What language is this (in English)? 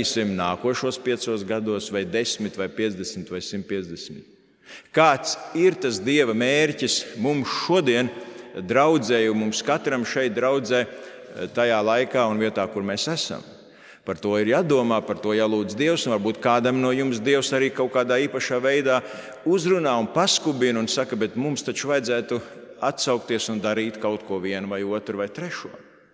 Latvian